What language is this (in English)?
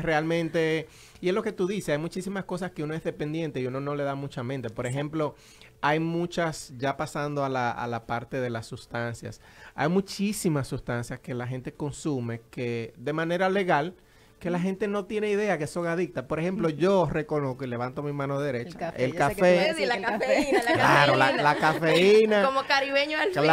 Spanish